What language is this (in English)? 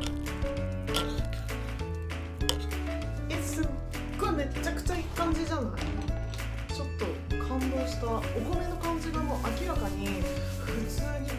Japanese